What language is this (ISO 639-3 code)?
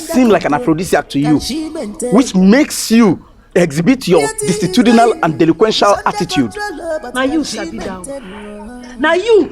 pcm